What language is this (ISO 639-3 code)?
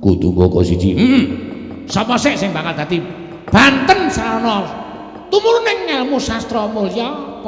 jav